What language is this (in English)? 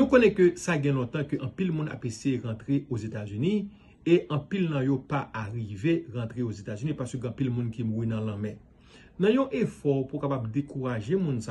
Haitian Creole